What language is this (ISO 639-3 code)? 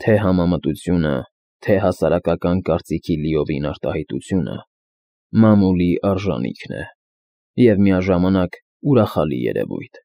hye